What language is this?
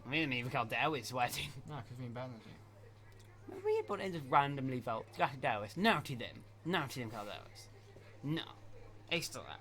Welsh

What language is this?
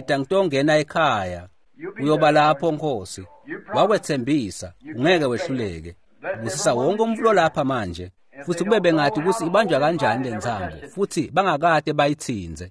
Swati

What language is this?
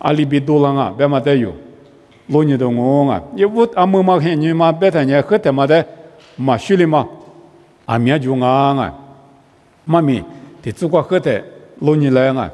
Lisu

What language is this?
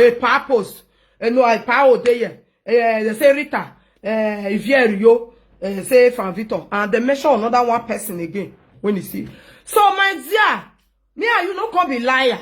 Nigerian Pidgin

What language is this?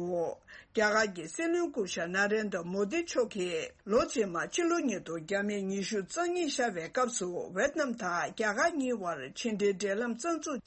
Tibetan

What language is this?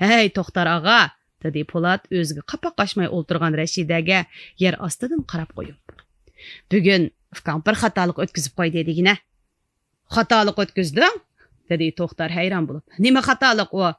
Uyghur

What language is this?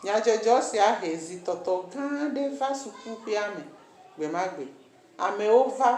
Ewe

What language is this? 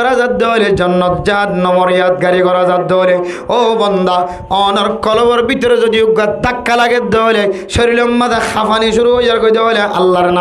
Rohingya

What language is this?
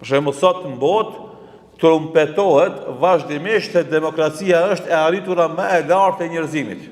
Albanian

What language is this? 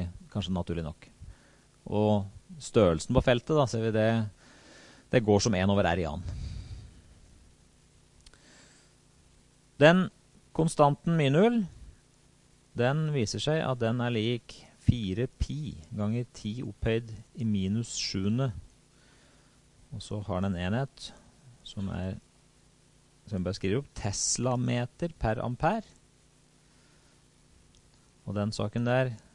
Norwegian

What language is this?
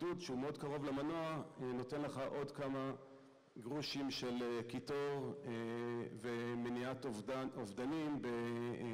Hebrew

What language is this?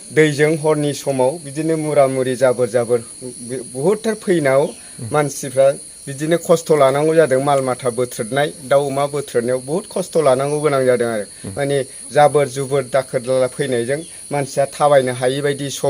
Bodo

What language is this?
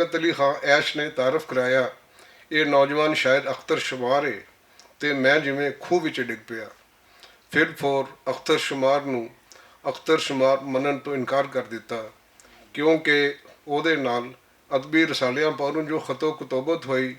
Western Panjabi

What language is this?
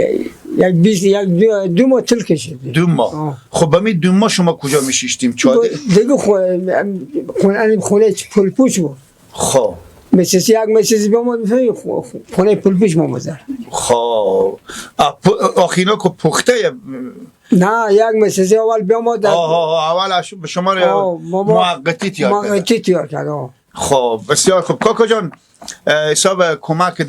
Persian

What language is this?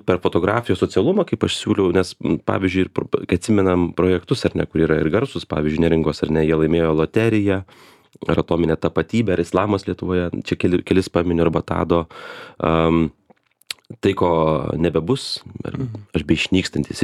Lithuanian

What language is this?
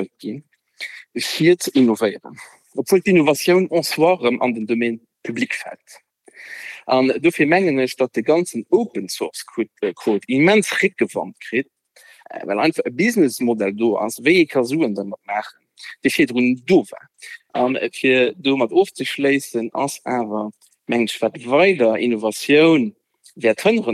Luxembourgish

